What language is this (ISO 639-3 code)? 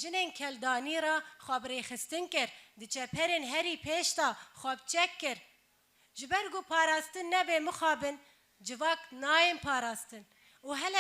kur